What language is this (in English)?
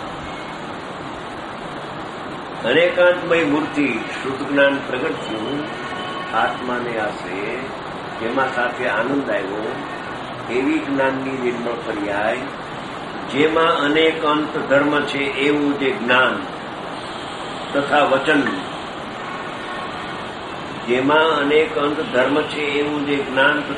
Gujarati